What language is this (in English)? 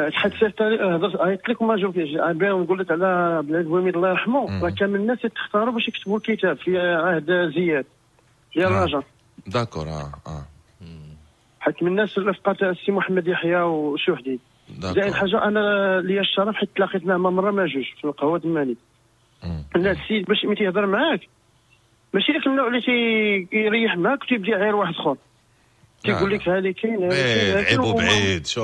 Moroccan Arabic